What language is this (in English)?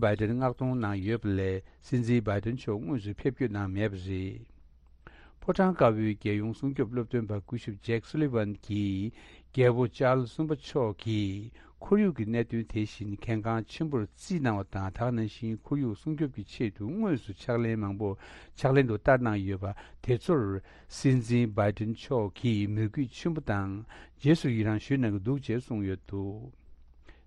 Tibetan